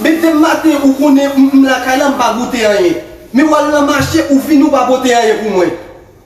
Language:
Haitian Creole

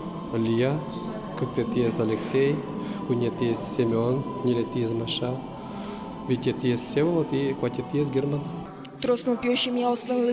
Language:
Udmurt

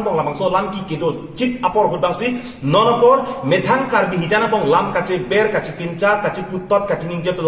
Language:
Karbi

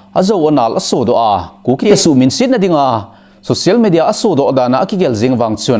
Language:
Thado Chin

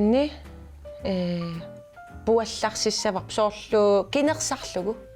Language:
Kalaallisut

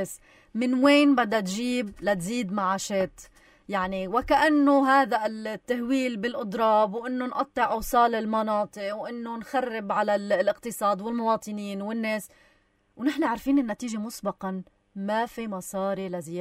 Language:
North Levantine Arabic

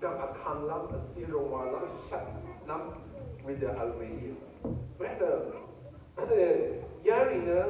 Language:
Rawang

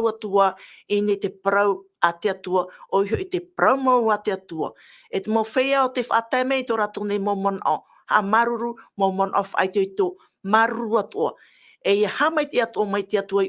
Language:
Tahitian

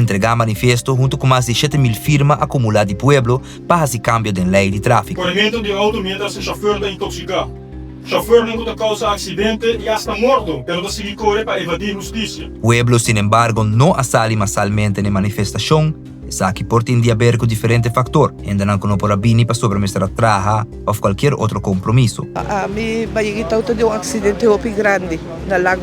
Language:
Papiamento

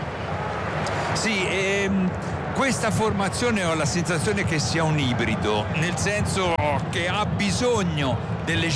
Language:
Italian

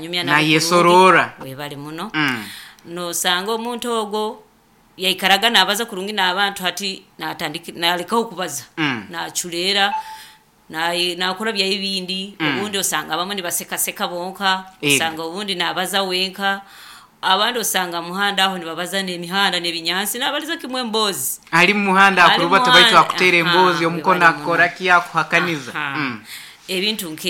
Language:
Nyoro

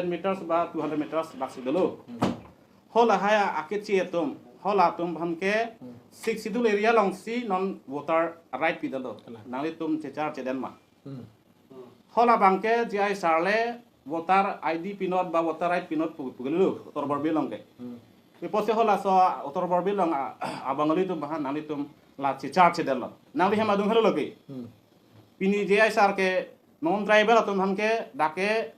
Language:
Karbi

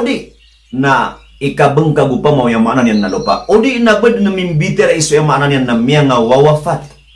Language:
Maranao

